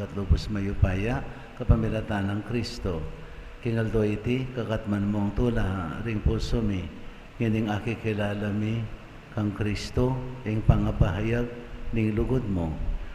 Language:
Pampanga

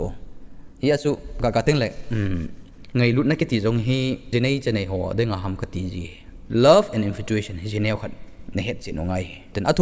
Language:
Thado Chin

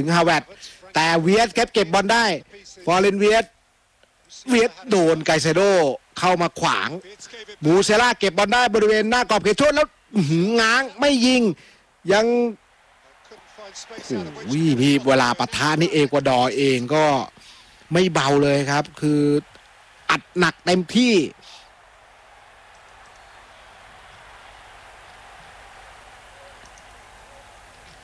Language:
Thai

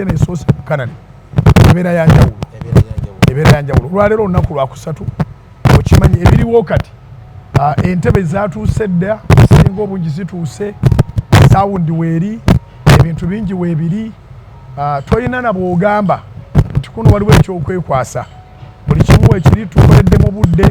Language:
Ganda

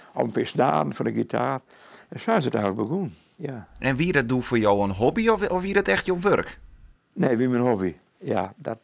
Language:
Western Frisian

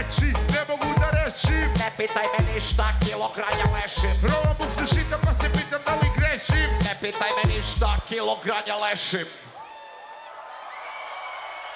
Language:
Serbian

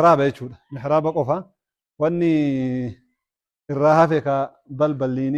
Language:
Oromo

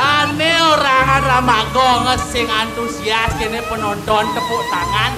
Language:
Balinese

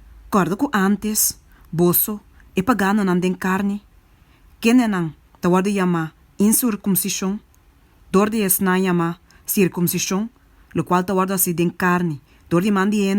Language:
Papiamento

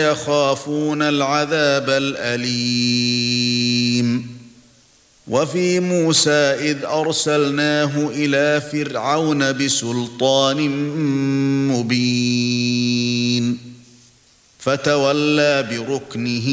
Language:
Arabic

